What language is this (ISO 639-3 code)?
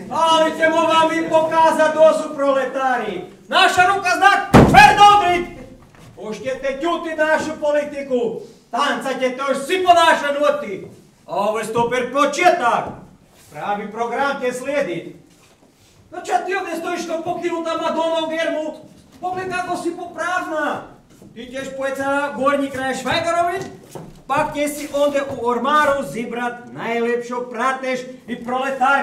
hrv